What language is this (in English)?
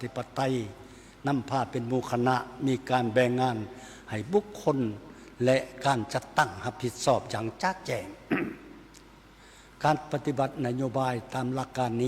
Lao